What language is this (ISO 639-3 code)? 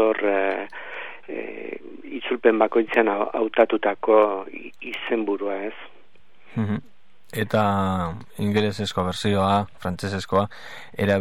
eus